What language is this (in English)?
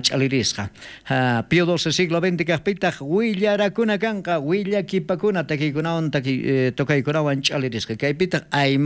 South Bolivian Quechua